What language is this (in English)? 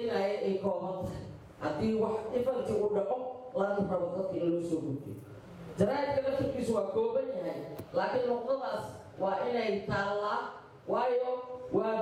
Somali